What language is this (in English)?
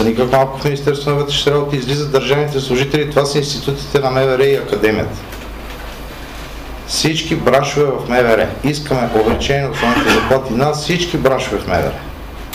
Bulgarian